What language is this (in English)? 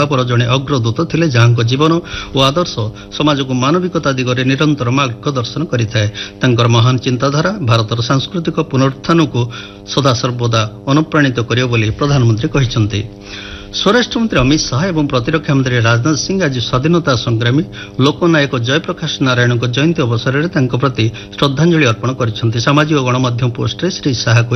Odia